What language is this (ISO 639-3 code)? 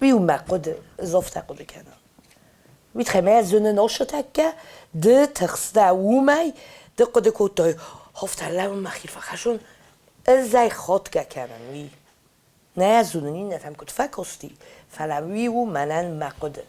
oss